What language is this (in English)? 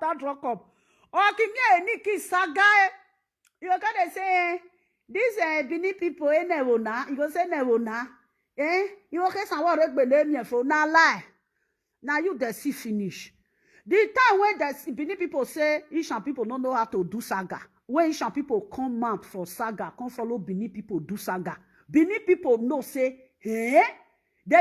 Nigerian Pidgin